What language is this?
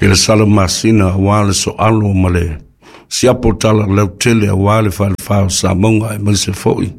Samoan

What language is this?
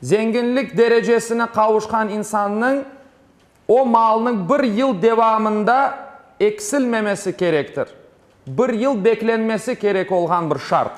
Crimean Tatar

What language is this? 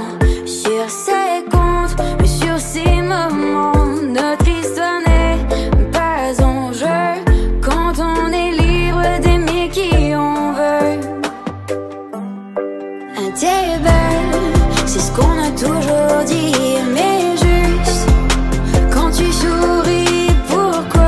French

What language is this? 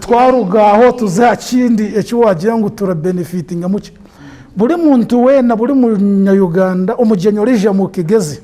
Nyankole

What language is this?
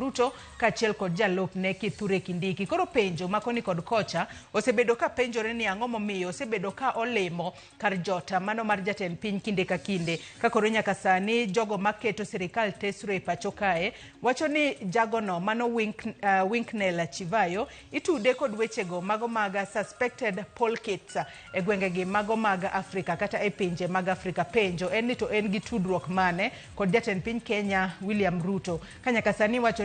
Luo (Kenya and Tanzania)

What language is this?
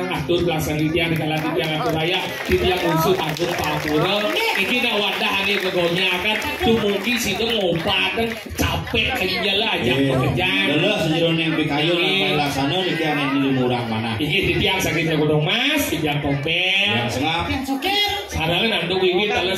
Balinese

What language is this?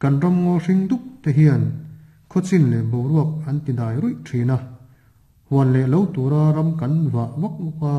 Mizo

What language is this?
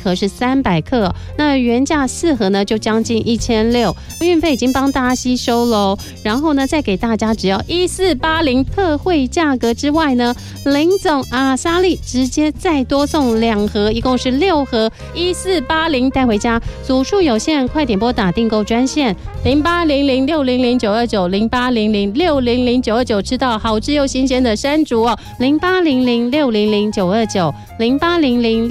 Chinese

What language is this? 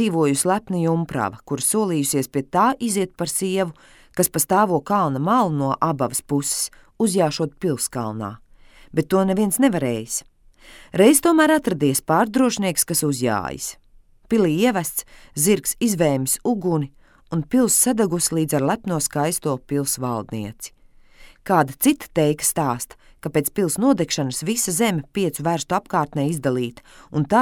Latvian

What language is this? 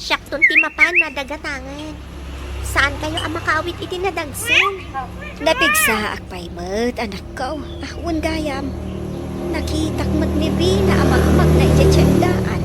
Iloko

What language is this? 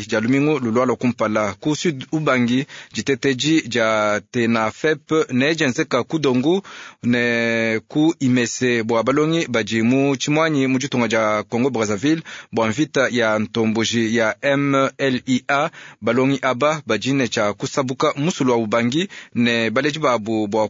Luba-Lulua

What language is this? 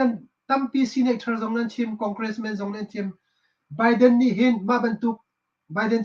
Hakha Chin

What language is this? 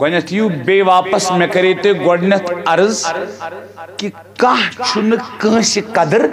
Kashmiri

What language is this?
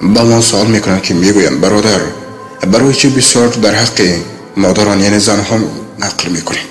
Tajik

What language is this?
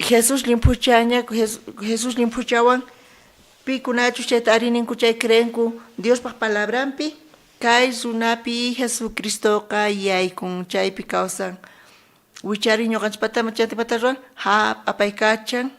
South Bolivian Quechua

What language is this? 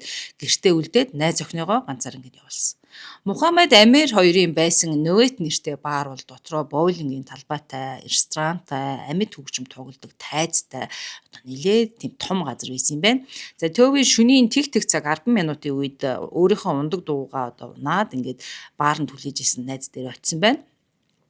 Mongolian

